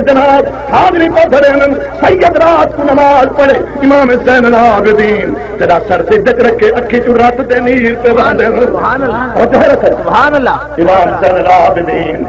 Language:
Saraiki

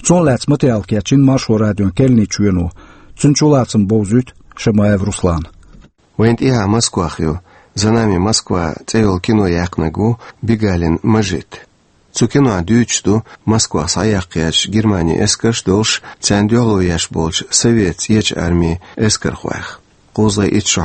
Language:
Chechen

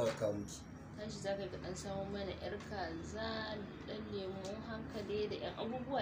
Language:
Hausa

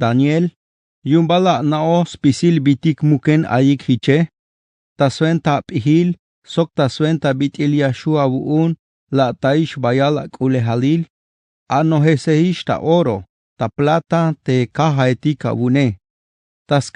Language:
Tzeltal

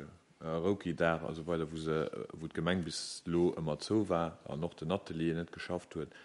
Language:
Luxembourgish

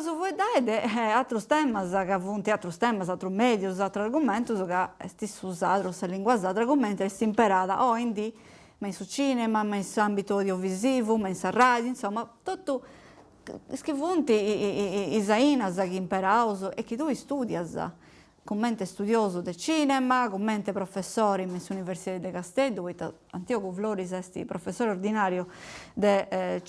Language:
Sardinian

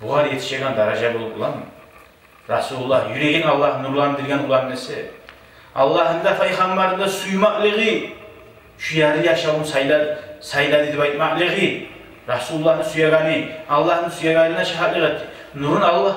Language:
Kumyk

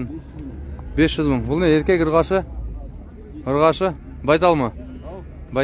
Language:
Kazakh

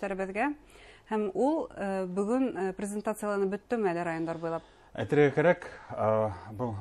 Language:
Bashkir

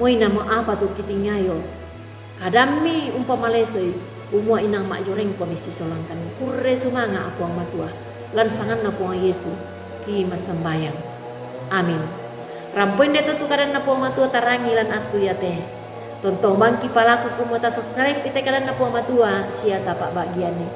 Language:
Toraja-Sa'dan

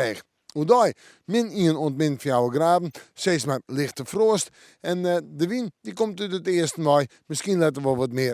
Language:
Western Frisian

